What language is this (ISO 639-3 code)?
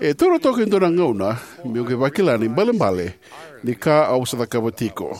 fij